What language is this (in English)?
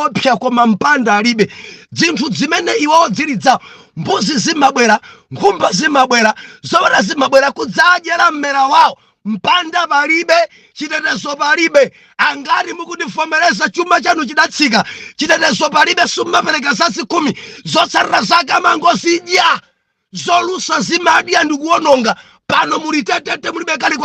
Nyanja